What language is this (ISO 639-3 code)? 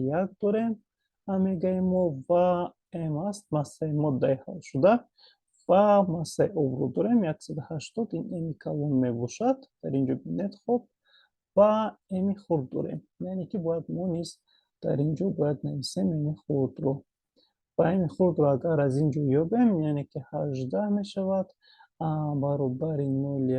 tgk